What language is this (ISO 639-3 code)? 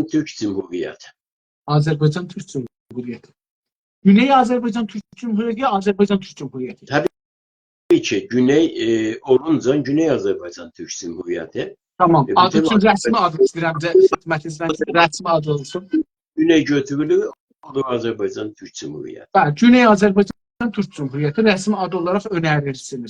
azb